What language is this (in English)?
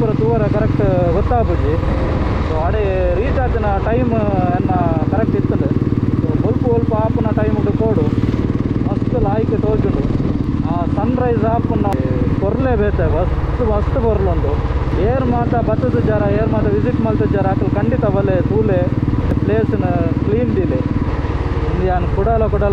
Tulu